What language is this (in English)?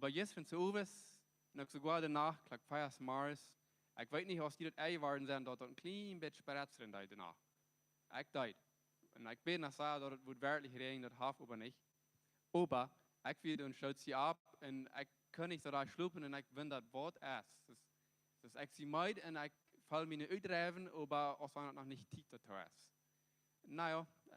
Plautdietsch